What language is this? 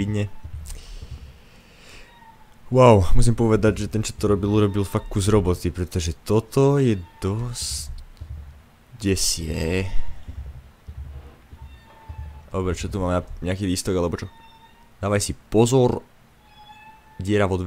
Slovak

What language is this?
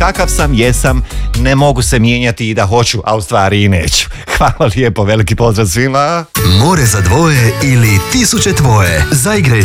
Croatian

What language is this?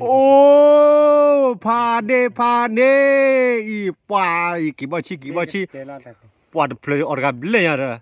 S'gaw Karen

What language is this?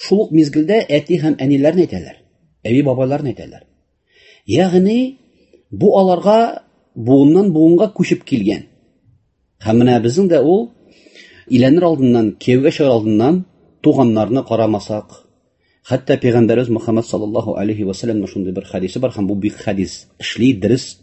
Tatar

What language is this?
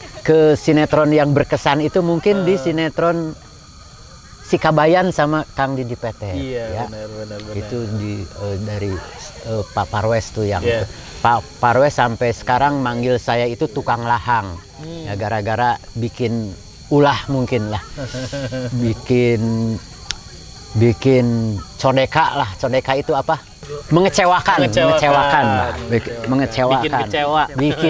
Indonesian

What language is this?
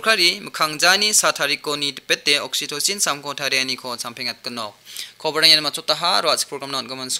Garo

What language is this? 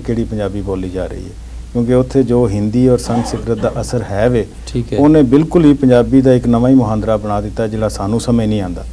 Punjabi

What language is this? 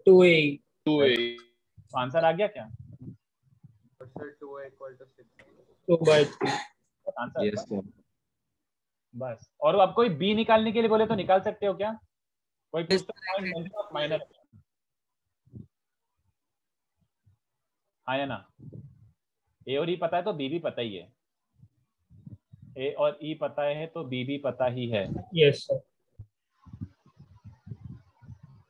Hindi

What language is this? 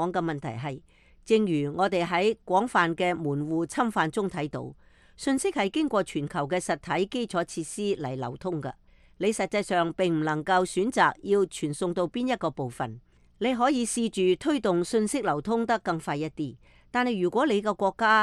Cantonese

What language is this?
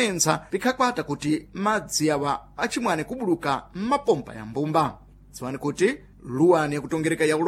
Sena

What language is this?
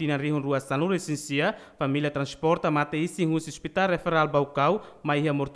Tetum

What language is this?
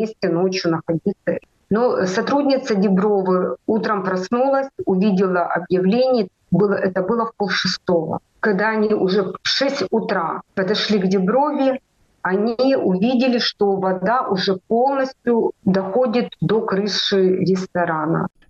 Russian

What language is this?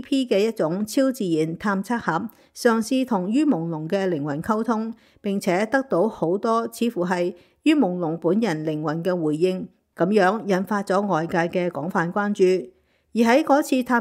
Cantonese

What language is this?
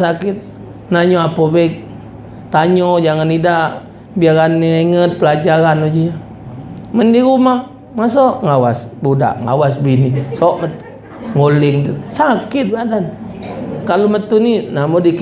Musi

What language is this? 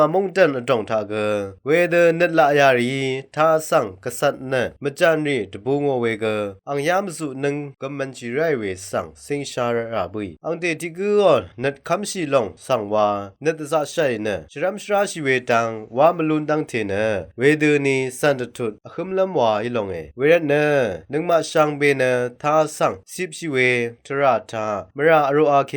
Rawang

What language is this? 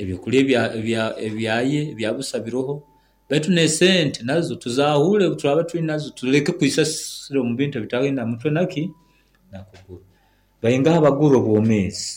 Nyoro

